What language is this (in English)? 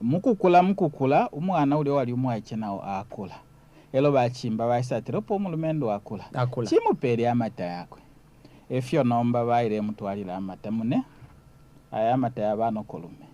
Bemba